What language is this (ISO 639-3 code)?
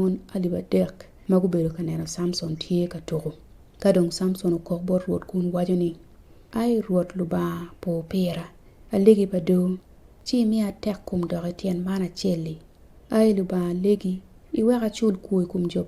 ach